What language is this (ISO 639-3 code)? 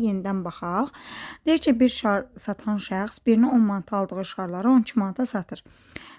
aze